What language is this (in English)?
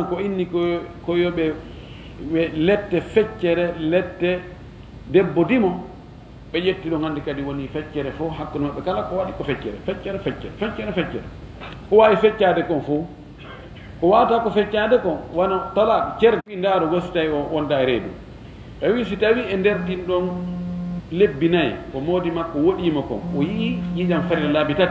Fula